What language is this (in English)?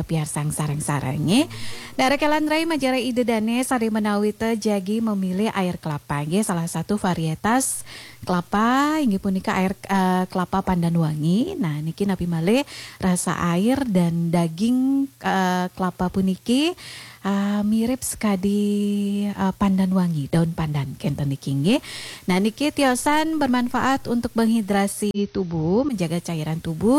Balinese